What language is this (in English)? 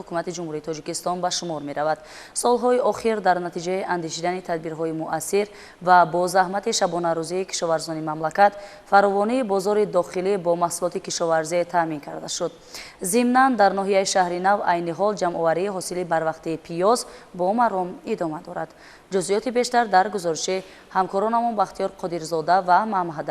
Tajik